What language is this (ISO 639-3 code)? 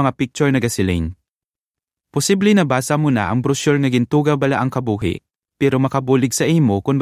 hil